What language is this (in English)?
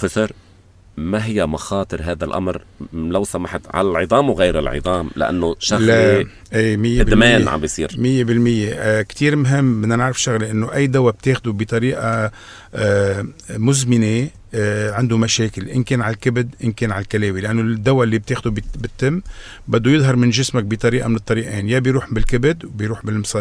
North Levantine Arabic